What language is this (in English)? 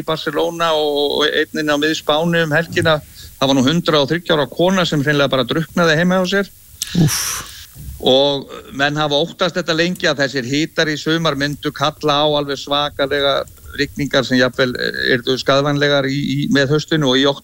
Icelandic